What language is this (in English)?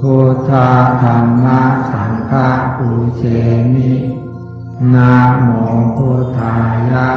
Pali